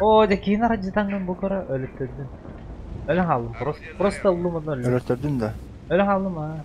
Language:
Yakut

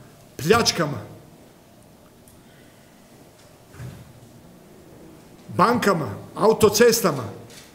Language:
Croatian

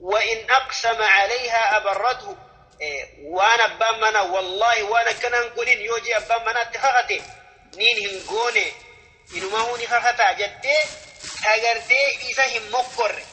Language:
Oromo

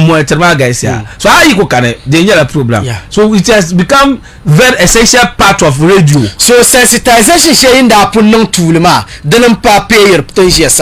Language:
Dagbani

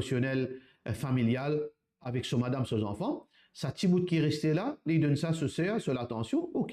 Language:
Morisyen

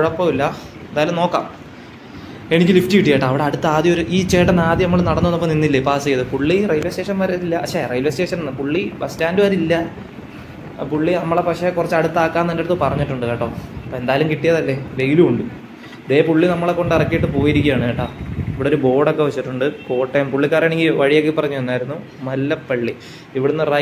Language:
Malayalam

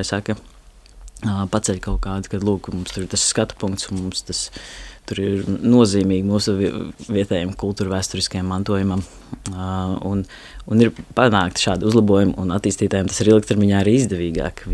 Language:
Latvian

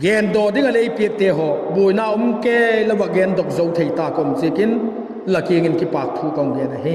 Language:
Vaiphei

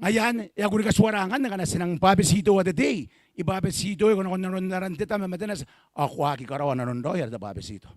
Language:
Gilbertese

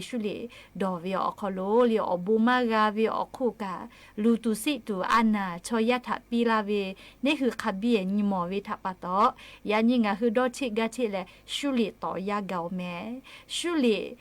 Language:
Lahu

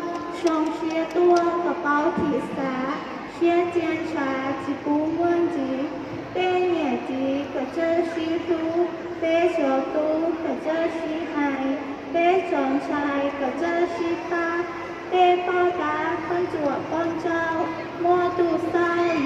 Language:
Hmong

